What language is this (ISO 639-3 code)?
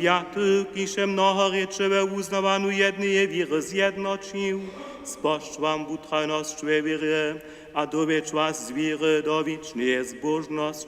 hsb